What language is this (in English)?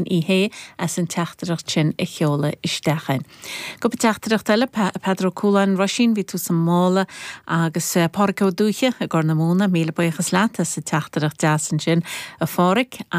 Irish